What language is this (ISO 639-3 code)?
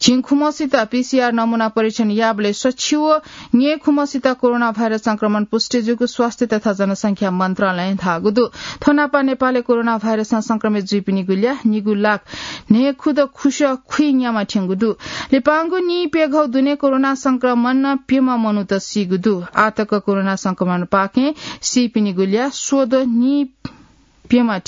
new